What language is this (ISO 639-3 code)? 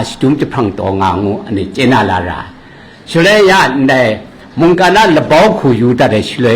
kac